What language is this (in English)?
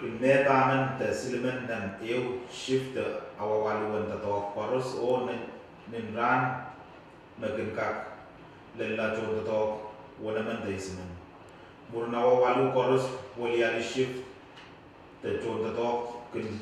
Pohnpeian